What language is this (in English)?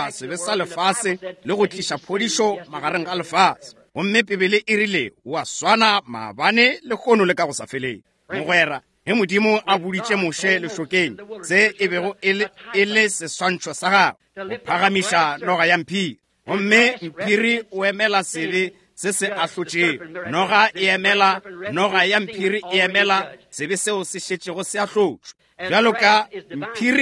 Northern Sotho